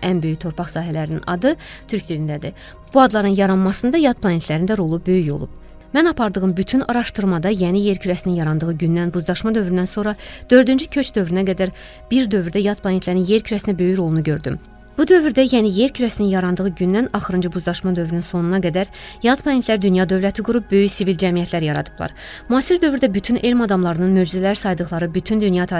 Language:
Azerbaijani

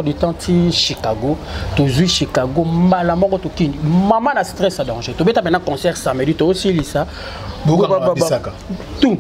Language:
Lingala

